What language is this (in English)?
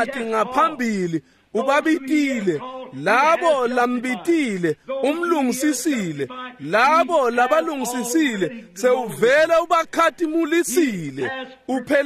Swati